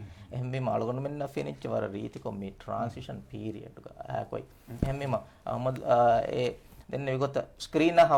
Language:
Divehi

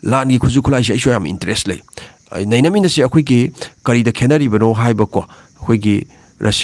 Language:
Manipuri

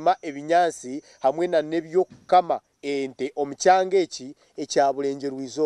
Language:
Nyankole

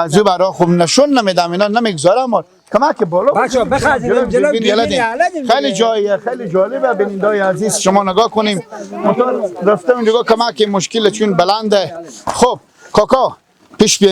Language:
Persian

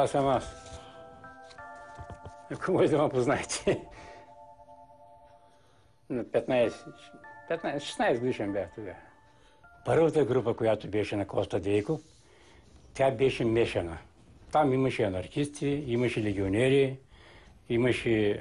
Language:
Bulgarian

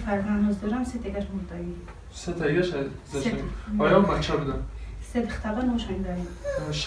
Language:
Tajik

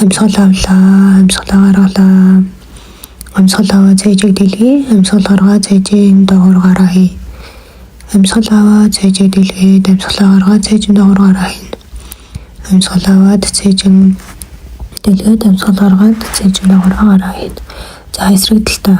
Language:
Mongolian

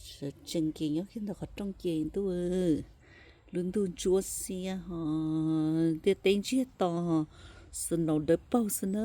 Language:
Hmong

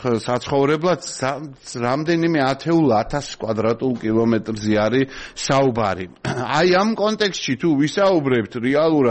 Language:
Georgian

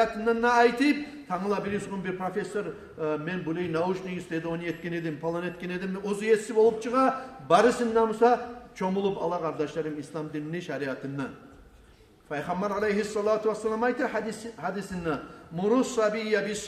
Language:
Kumyk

